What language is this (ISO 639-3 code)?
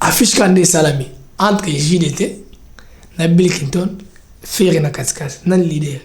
lin